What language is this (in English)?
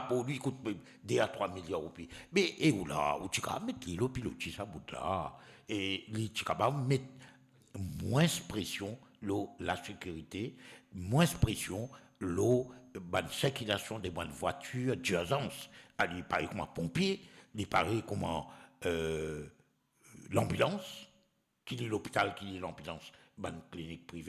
Morisyen